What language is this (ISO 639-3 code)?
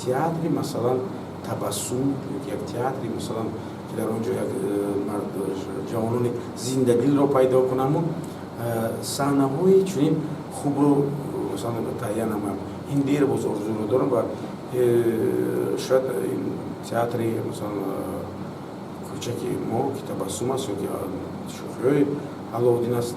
tgk